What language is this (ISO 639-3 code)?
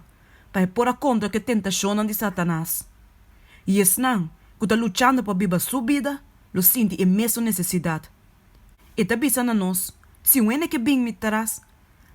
pap